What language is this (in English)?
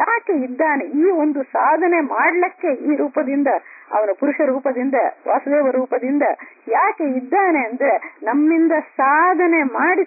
Kannada